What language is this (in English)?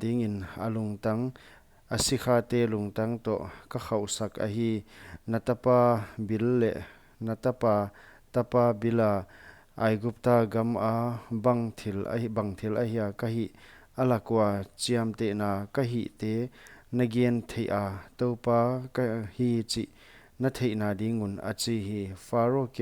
Paite Chin